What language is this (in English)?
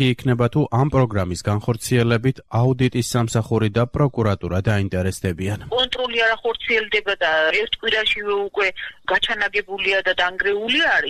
Georgian